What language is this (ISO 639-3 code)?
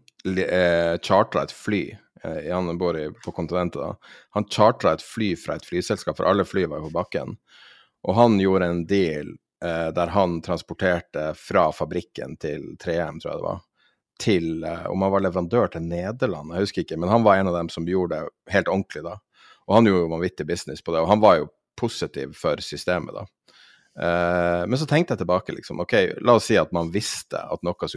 nor